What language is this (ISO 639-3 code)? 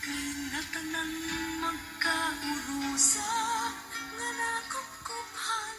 war